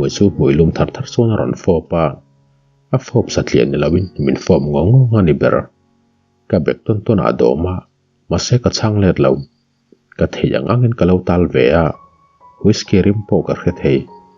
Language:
Mizo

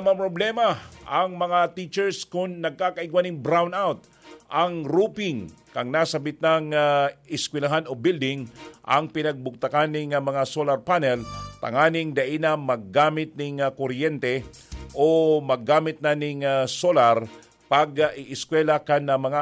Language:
Bikol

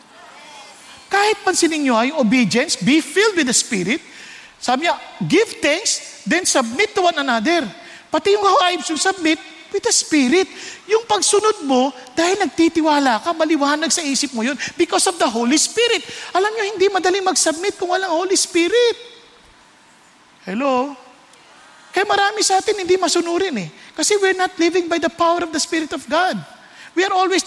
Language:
Filipino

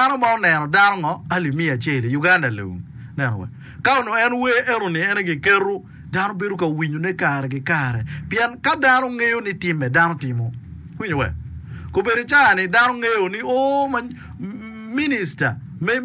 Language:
Acoli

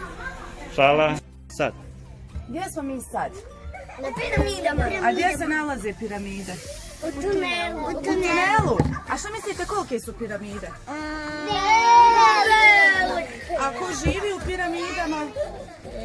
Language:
Bosnian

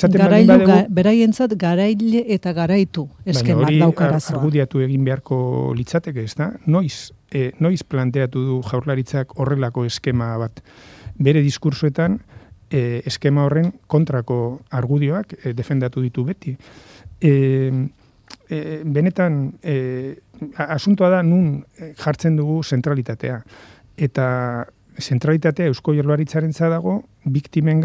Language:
Basque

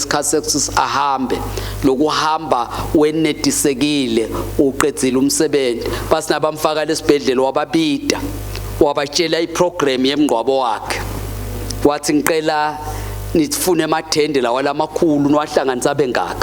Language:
Swati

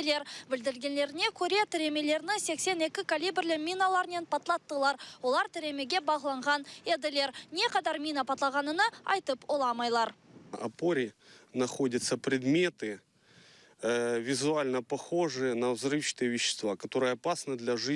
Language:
Crimean Tatar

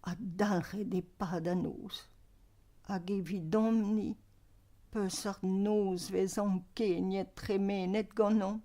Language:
Breton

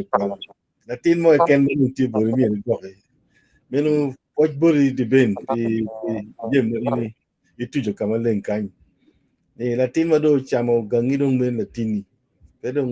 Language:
Acoli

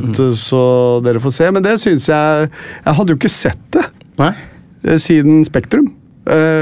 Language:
Norwegian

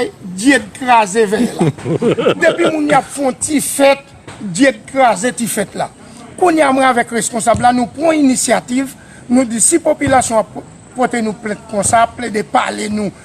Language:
Haitian Creole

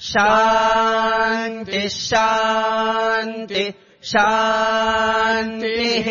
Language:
Sanskrit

